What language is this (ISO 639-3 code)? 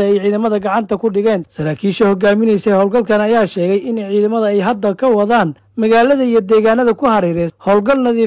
som